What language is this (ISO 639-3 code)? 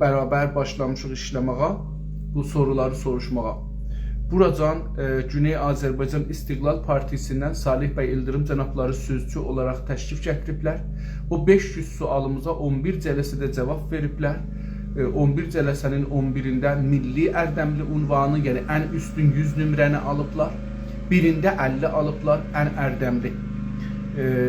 azb